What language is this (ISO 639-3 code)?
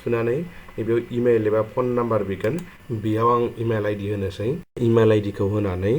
brx